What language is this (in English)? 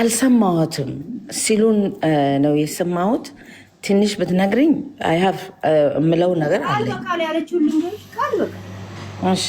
Amharic